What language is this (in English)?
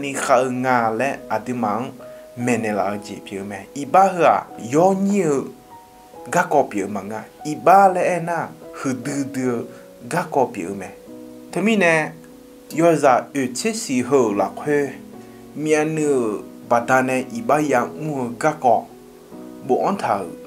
Akha